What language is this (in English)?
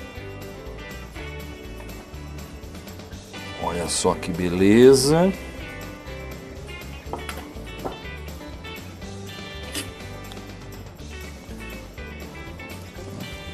Portuguese